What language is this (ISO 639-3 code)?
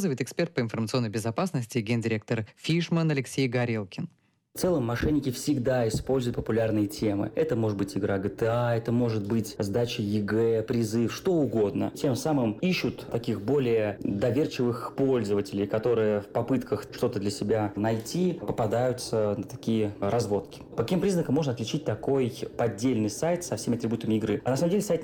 rus